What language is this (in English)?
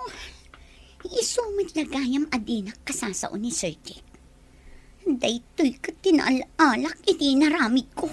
Iloko